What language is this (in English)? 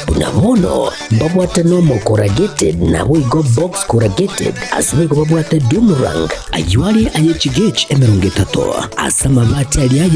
Gusii